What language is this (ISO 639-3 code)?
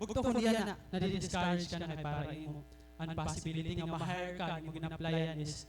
war